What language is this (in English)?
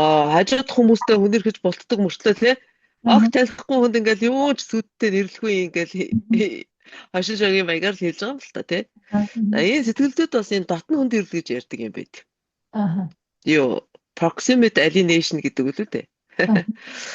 Mongolian